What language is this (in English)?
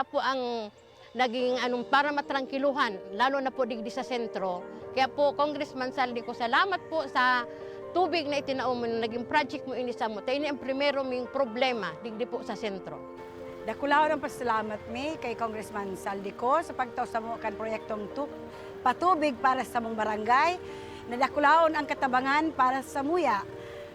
Bikol